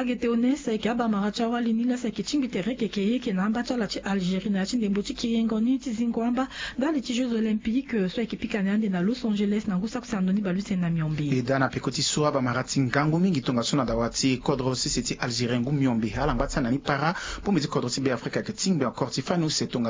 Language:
Sango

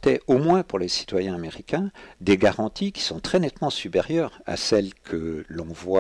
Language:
French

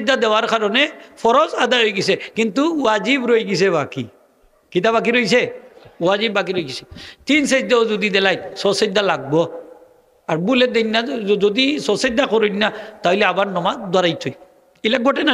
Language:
Sylheti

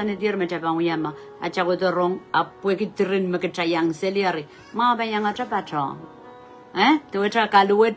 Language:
Pohnpeian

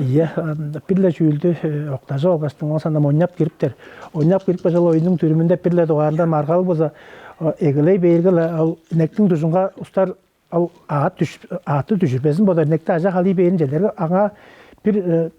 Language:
Tuvinian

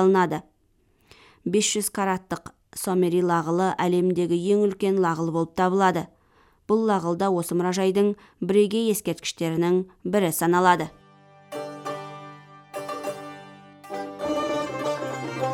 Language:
Kazakh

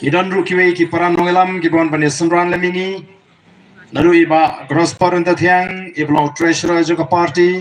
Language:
Khasi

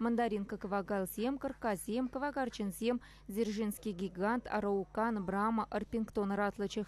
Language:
Chuvash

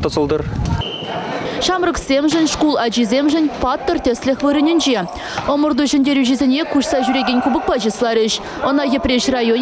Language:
Chuvash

